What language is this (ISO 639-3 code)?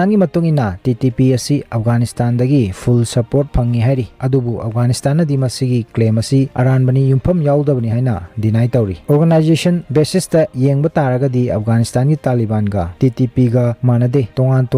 mni